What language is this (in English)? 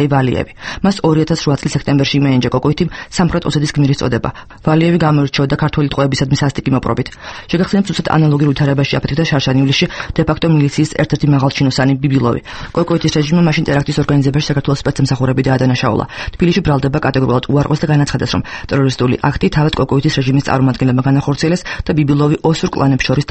Georgian